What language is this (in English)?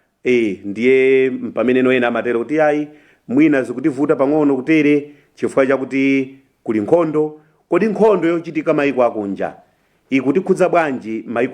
Nyanja